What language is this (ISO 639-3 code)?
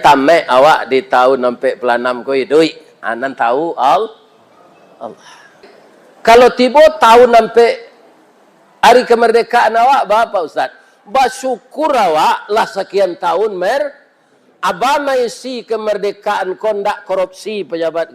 min